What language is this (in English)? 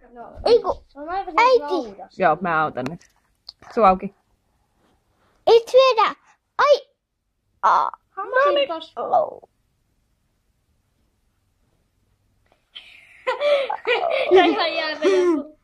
Finnish